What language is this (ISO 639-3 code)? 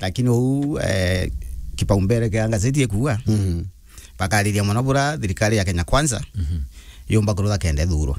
mer